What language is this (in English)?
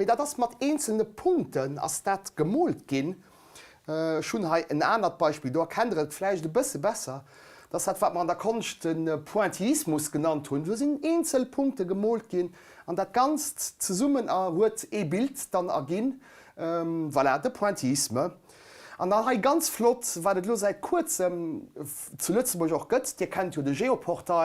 Luxembourgish